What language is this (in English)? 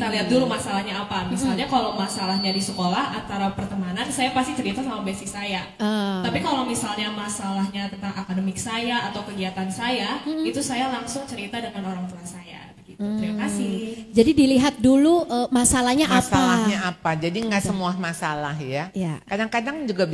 Indonesian